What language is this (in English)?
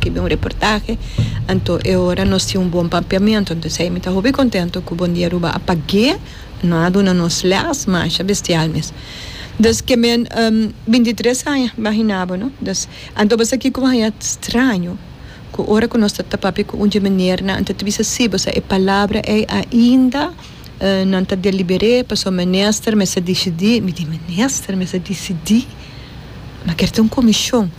Papiamento